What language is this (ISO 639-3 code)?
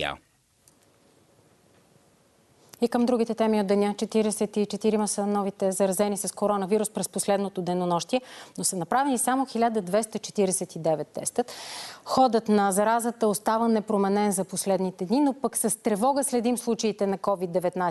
bul